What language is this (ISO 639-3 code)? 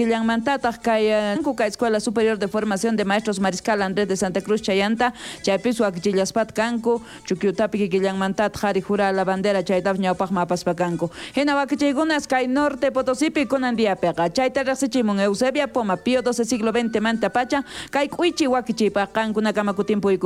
quh